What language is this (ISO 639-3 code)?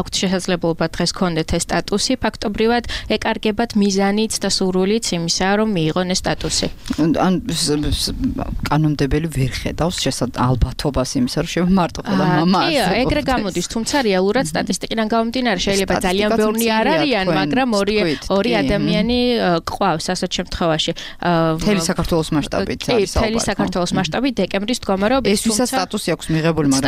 kat